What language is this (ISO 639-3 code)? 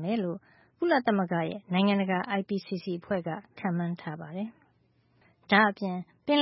mya